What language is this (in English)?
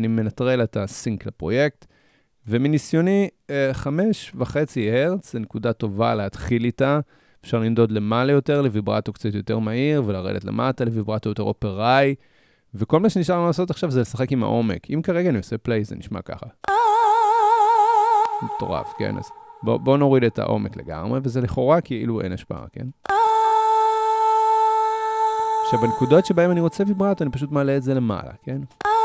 Hebrew